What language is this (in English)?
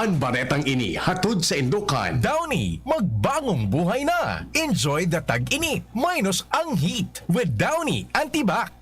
Bikol